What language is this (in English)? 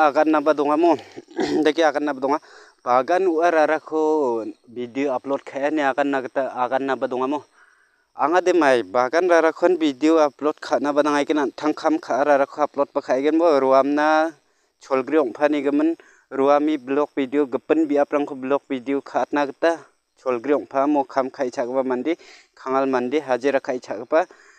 Garo